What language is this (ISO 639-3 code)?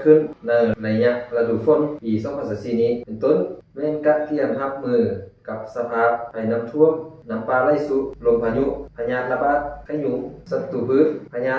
lao